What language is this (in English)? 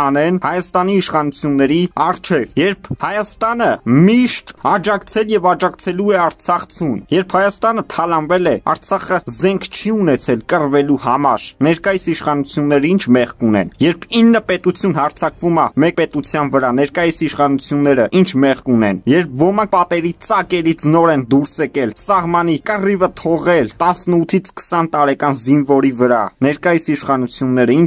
Armenian